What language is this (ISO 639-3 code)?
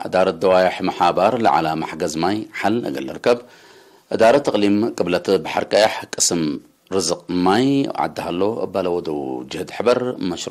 tig